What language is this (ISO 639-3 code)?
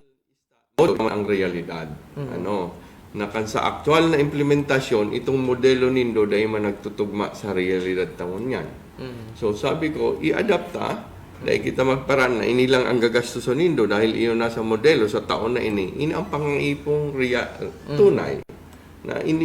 bik